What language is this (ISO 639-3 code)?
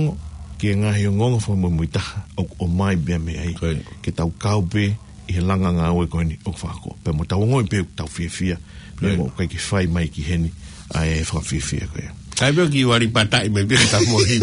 ton